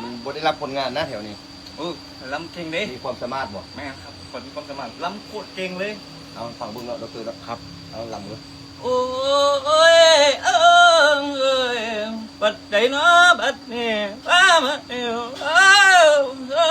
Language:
Lao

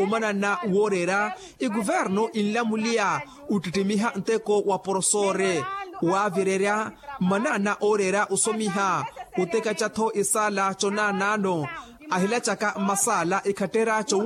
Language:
Makhuwa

